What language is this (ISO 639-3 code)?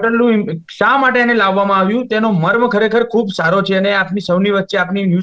guj